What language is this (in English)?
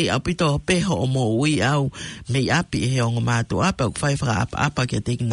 Tongan